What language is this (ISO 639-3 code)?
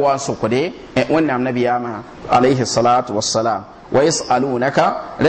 mos